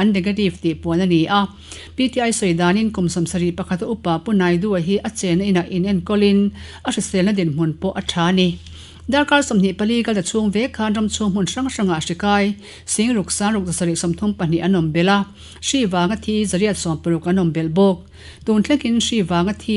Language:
Mizo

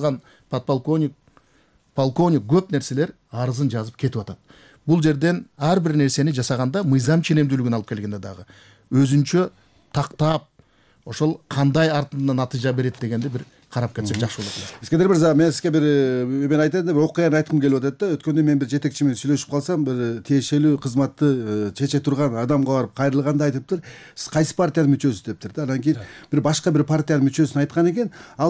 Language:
Kyrgyz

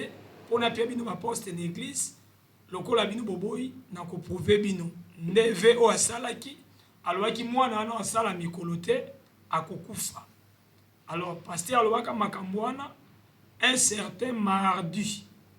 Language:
Lingala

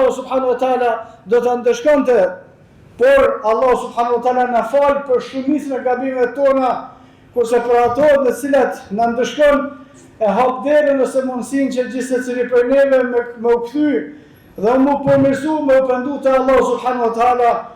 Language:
Albanian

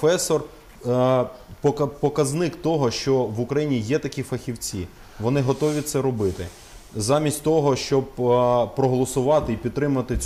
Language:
Ukrainian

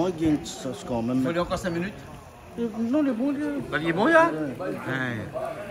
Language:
Réunion Creole French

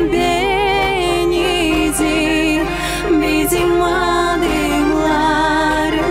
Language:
Gagauz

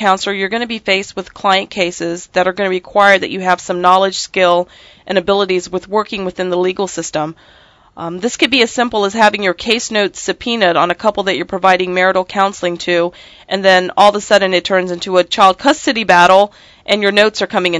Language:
English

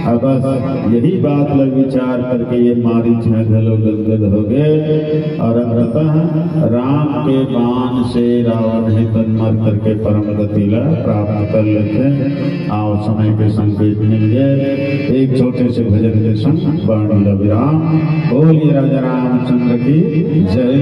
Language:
Chhattisgarhi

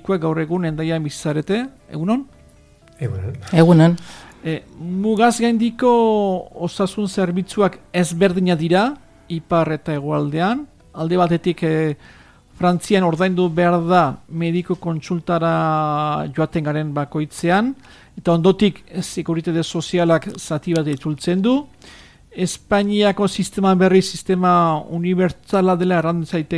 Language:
Basque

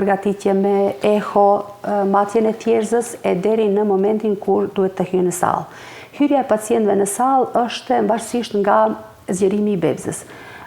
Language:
Albanian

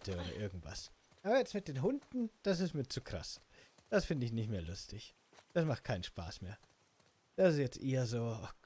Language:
German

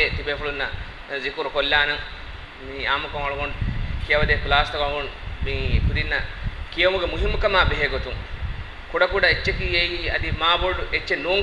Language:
Divehi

